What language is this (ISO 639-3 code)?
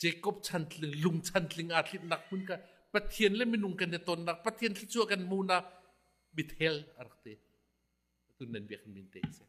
cnh